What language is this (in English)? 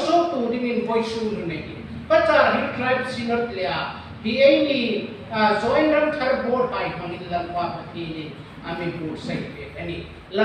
Hmar